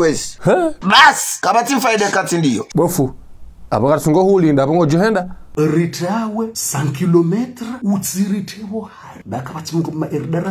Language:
Ngazidja Comorian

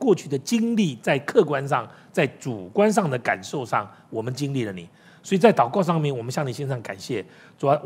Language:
Chinese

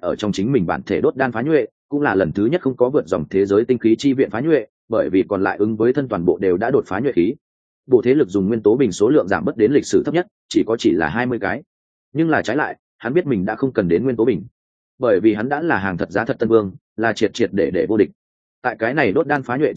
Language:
Vietnamese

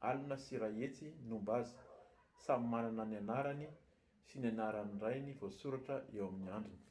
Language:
Malagasy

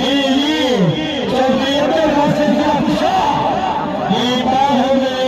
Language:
Pahari-Potwari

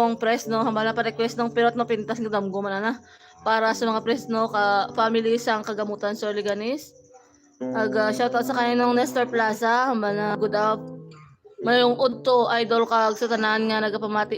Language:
Hiligaynon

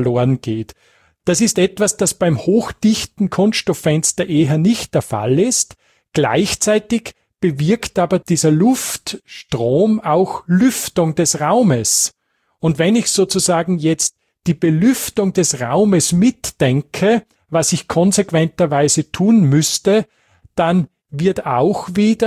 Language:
German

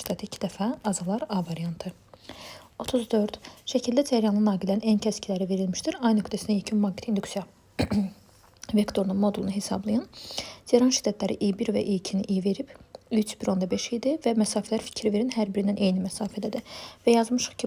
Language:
Azerbaijani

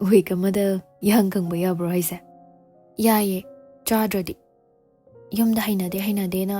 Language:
Manipuri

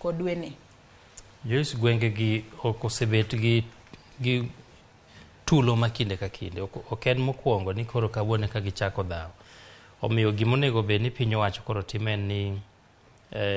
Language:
Luo (Kenya and Tanzania)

